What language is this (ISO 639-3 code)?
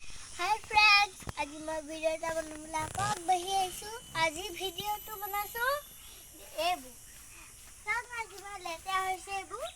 asm